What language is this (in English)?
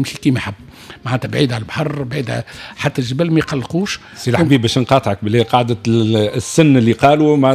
Tunisian Arabic